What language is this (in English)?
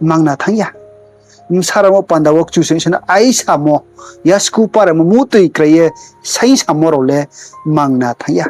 Riang (India)